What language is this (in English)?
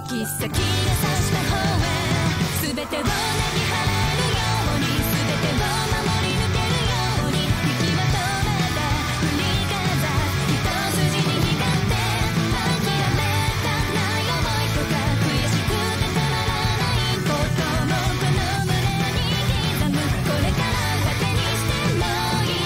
Japanese